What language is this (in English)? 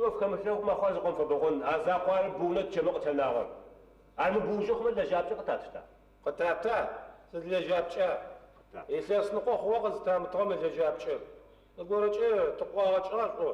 Adyghe